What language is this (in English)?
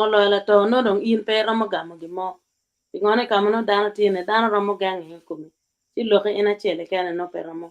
Acoli